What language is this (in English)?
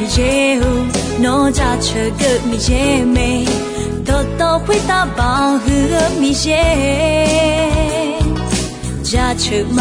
Akha